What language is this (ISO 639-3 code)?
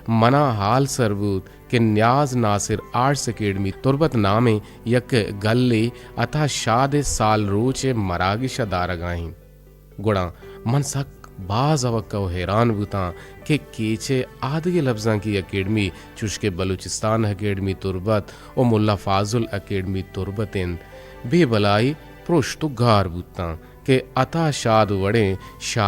bgp